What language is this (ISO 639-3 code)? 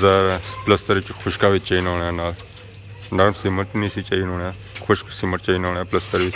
phr